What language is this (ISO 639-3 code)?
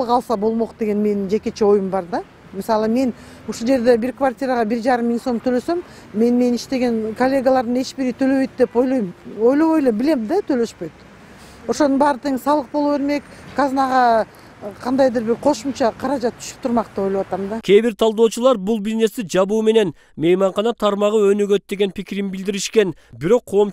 kir